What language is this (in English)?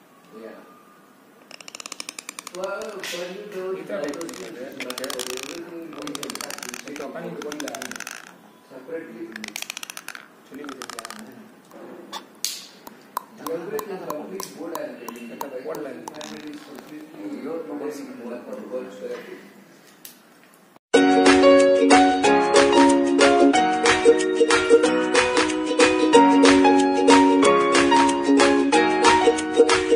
Kannada